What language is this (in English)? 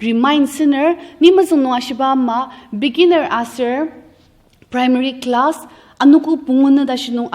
Ao Naga